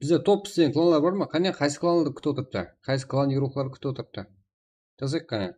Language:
Kara-Kalpak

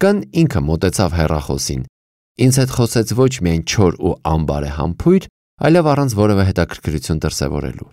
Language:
Armenian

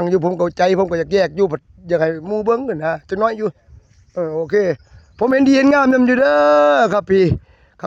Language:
Northeastern Thai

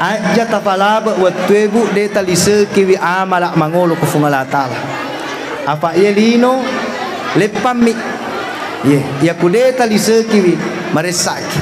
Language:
Buginese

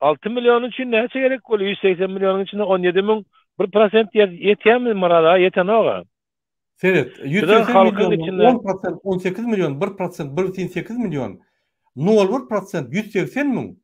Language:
Turkmen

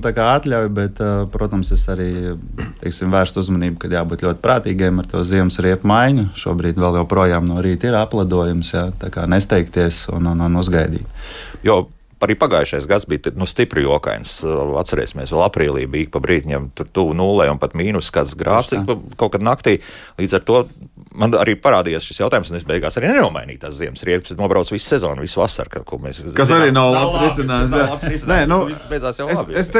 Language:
Latvian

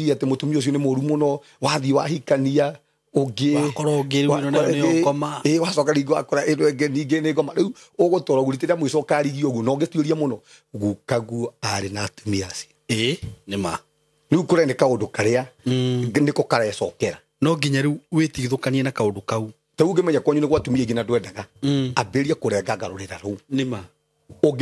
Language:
Kikuyu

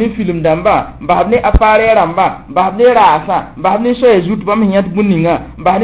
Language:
Mossi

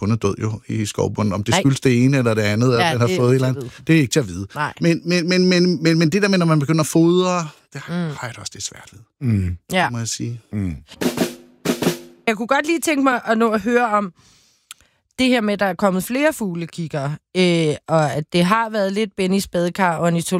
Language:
Danish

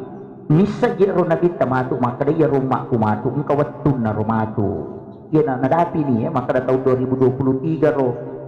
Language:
Buginese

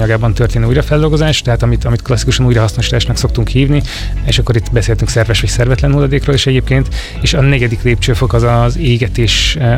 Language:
Hungarian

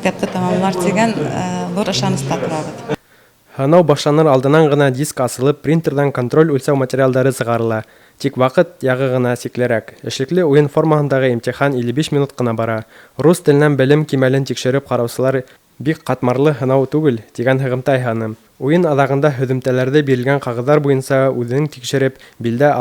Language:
Bashkir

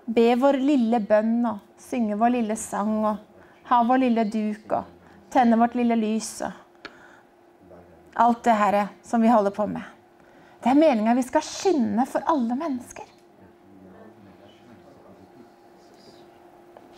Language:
Norwegian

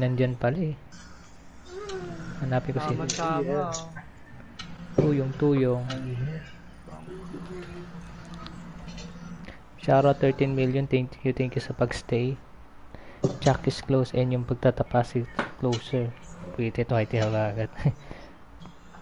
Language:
Filipino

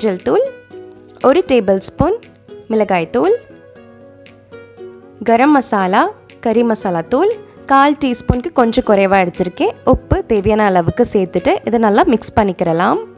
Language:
Tamil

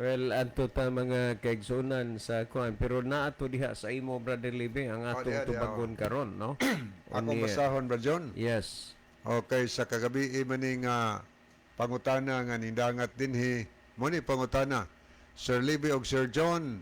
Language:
Cebuano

